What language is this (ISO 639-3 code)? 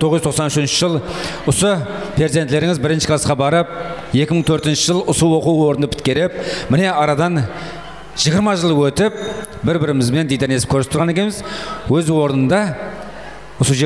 kaa